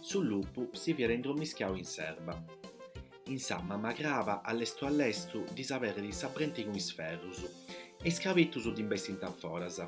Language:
Sardinian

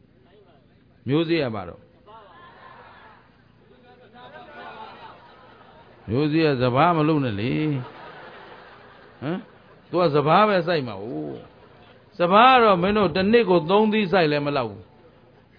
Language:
Burmese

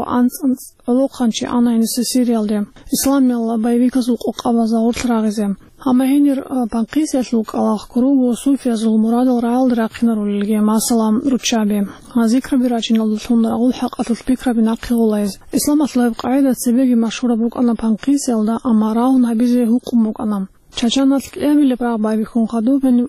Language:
Avaric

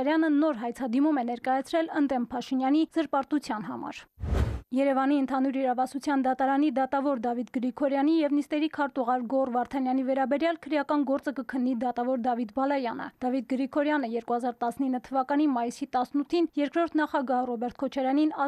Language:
Armenian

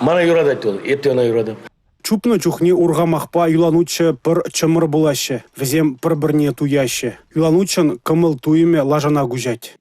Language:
Chuvash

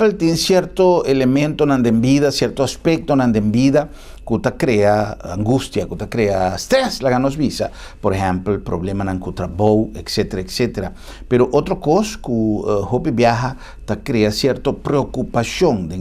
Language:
Papiamento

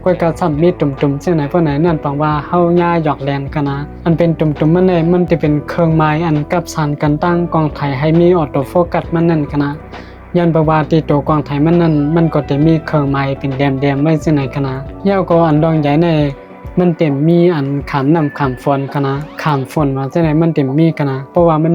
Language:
Shan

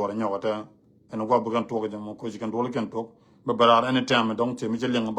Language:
Nuer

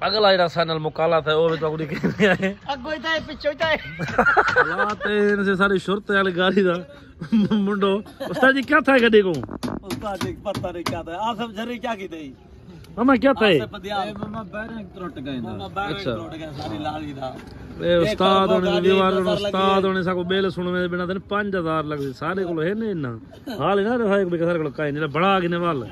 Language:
Saraiki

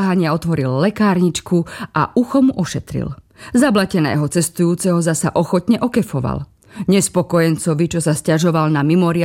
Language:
Slovak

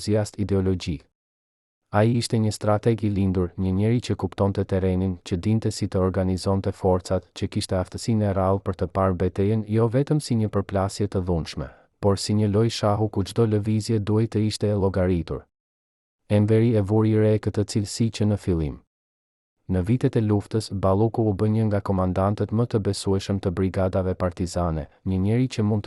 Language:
Albanian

